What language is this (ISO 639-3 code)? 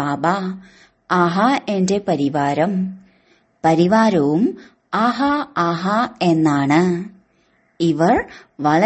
mal